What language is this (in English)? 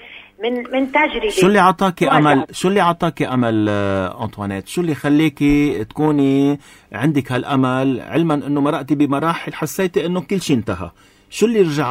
North Levantine Arabic